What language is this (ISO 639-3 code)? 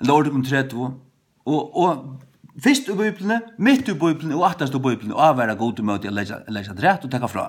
fao